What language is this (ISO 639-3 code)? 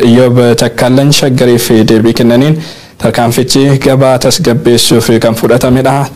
orm